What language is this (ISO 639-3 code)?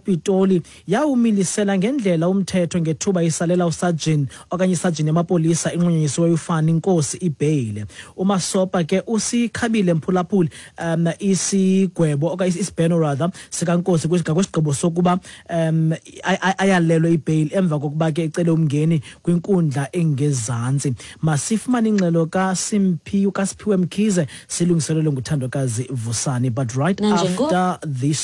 xho